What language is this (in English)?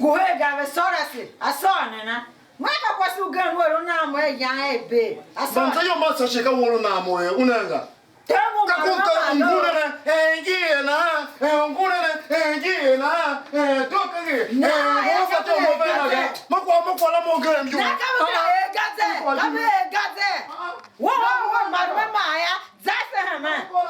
Tiv